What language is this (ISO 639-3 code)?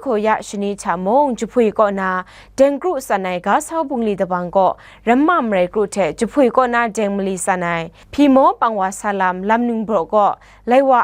kac